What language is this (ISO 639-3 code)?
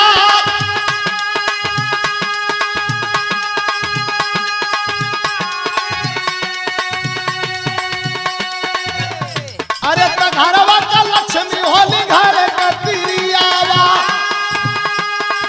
bho